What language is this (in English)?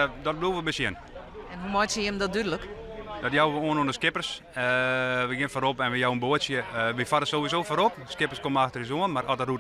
Western Frisian